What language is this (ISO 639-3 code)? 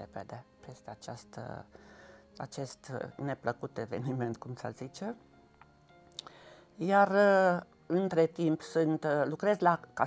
ron